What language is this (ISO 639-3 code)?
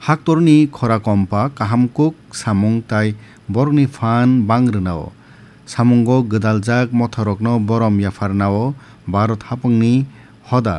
trp